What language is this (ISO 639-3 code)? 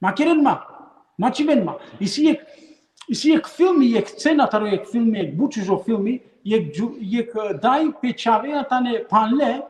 rmn